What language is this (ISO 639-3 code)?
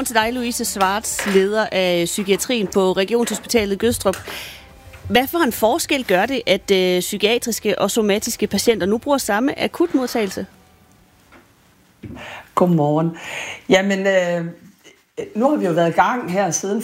dan